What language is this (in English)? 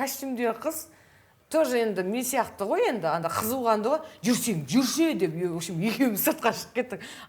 Kazakh